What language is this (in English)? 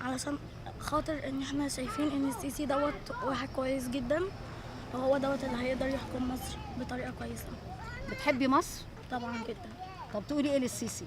Egyptian Arabic